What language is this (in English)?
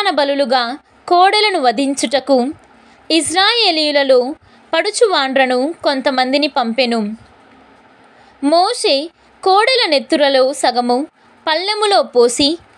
Telugu